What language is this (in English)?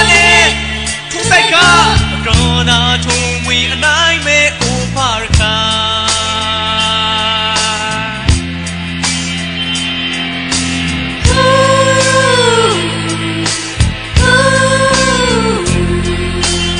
Burmese